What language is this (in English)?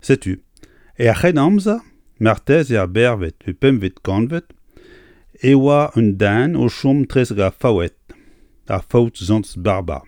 Breton